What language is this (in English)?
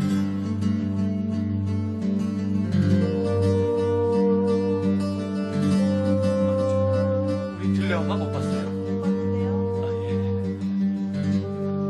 Korean